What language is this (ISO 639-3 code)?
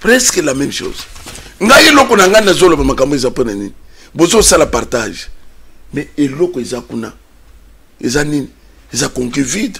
lin